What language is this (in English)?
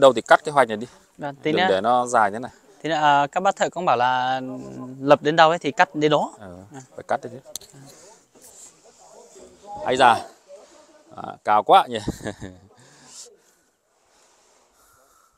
Vietnamese